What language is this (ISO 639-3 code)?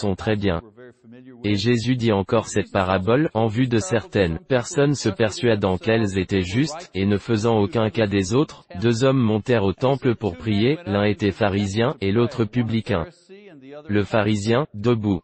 fra